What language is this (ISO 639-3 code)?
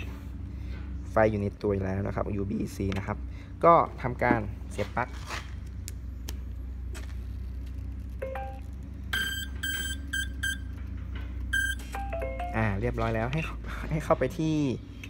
tha